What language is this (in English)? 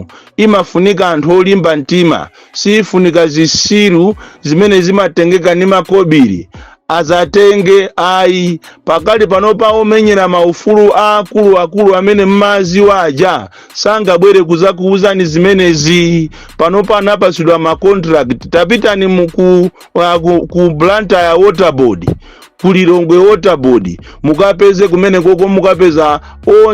Nyanja